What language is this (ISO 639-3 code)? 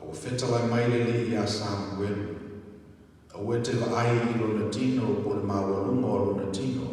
smo